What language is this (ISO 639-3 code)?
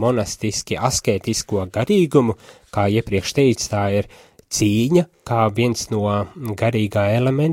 lav